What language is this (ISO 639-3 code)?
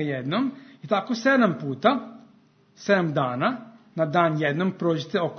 srp